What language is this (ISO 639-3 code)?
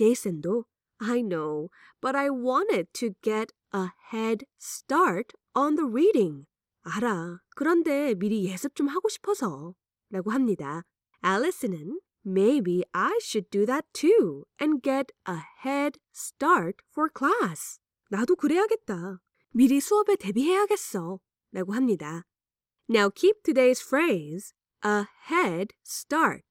kor